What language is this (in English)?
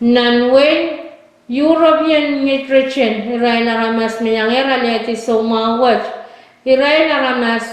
Pohnpeian